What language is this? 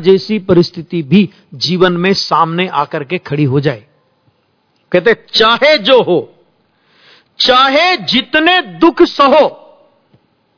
Hindi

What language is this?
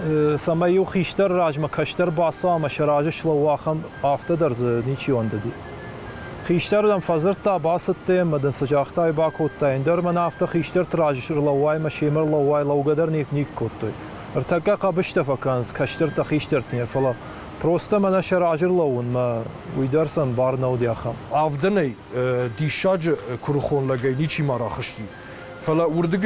Ossetic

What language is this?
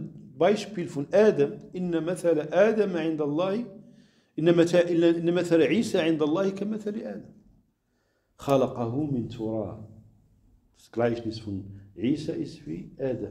German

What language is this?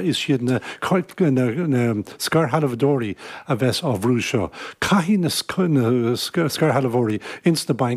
Irish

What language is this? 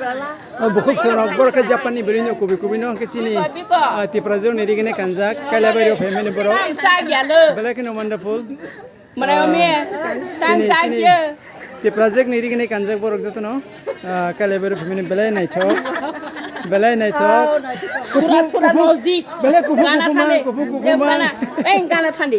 Kok Borok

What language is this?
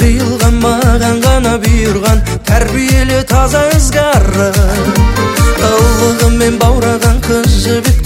Kazakh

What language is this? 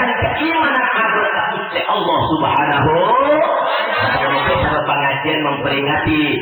Madurese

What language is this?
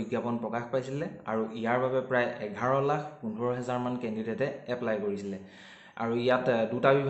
Assamese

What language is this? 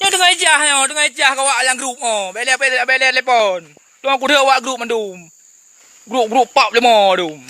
Achinese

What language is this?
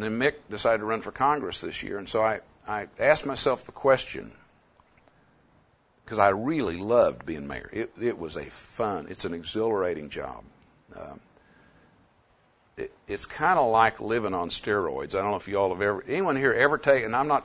English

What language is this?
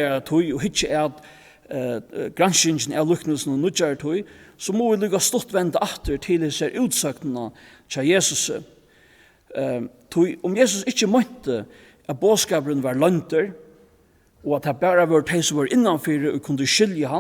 Faroese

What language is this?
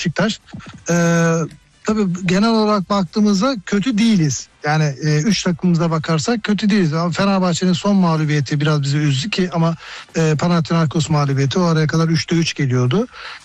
Turkish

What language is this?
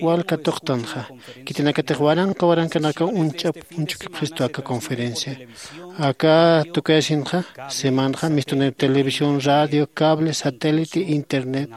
Aymara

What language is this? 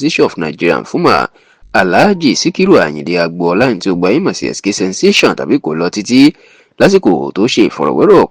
Yoruba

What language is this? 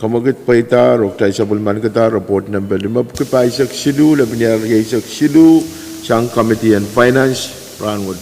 Pohnpeian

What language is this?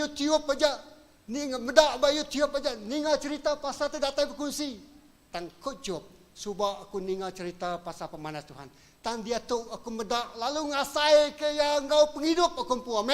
Iban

